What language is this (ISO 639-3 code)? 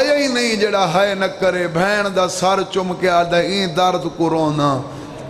skr